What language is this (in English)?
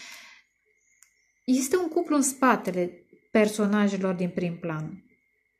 Romanian